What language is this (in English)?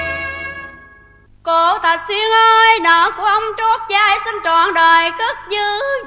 Vietnamese